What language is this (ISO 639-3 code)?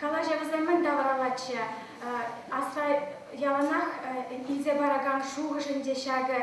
chv